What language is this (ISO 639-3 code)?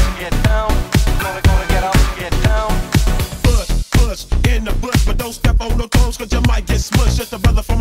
eng